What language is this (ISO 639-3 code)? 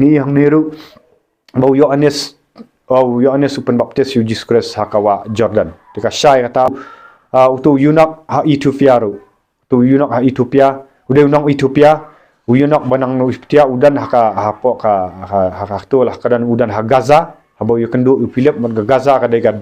kha